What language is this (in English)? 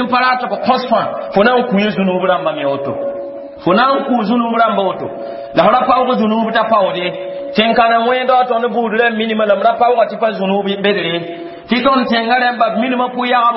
Mossi